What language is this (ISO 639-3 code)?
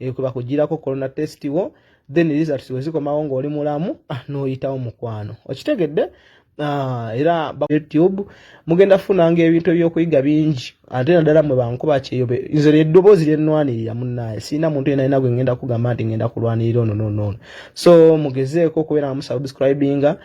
lug